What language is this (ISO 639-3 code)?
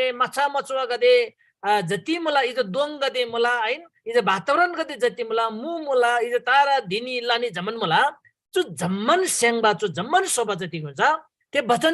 taj